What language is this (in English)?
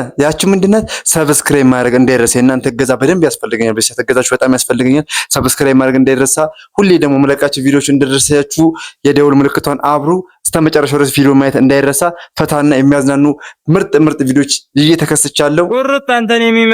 Amharic